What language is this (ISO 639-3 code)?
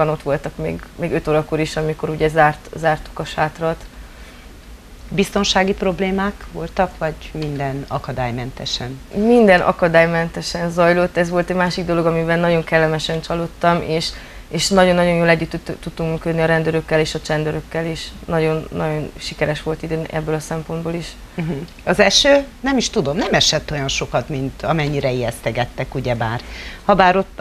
hun